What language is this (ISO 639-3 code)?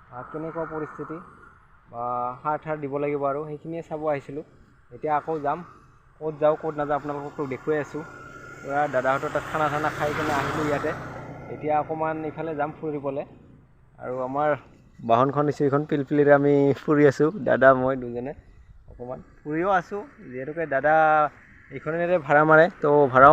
asm